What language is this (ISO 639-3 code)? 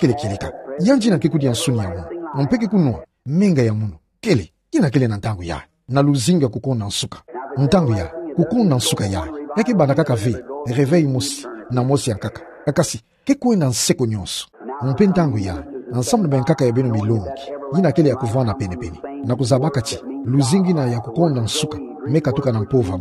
ktu